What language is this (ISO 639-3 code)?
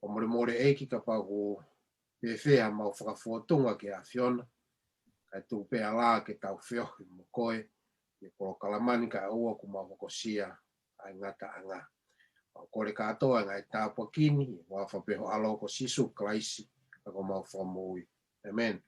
ton